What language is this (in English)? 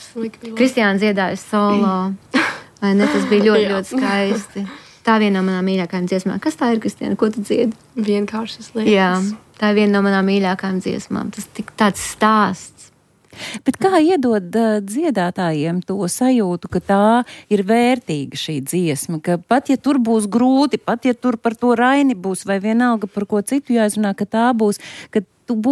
Latvian